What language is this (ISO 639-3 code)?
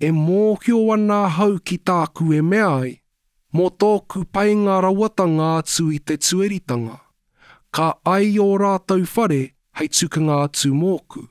mri